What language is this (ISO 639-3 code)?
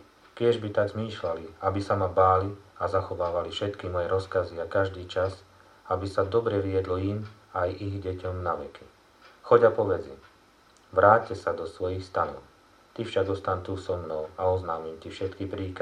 slk